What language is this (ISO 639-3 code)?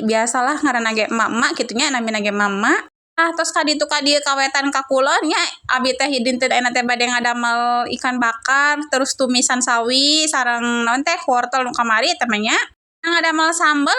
sun